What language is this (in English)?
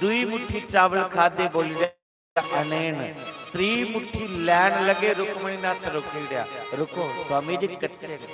Dogri